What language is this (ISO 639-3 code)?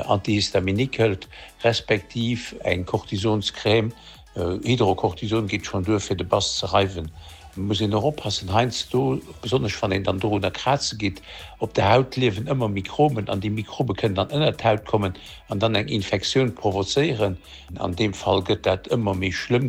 ltz